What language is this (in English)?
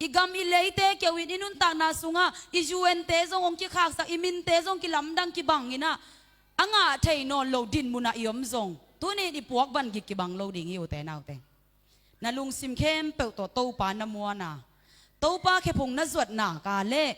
Tedim Chin